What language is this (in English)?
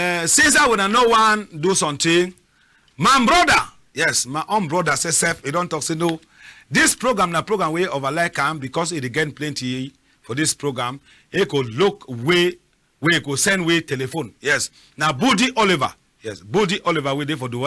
Cameroon Pidgin